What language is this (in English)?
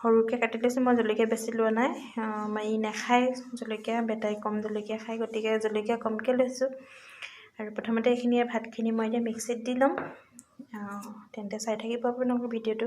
Assamese